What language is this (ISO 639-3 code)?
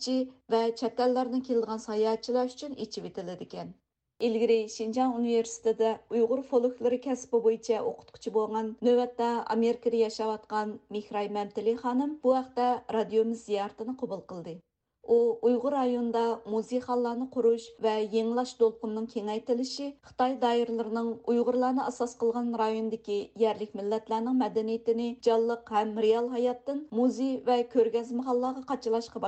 uig